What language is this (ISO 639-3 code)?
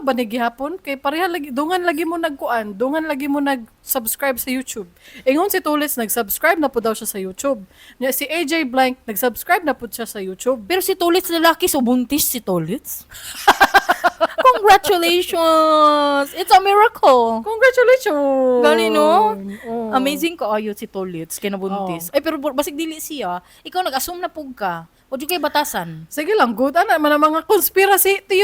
ceb